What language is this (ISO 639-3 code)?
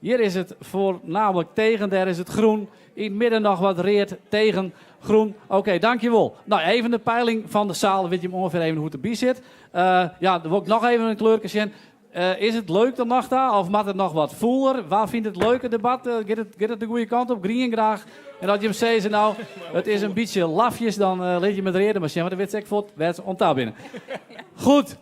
fry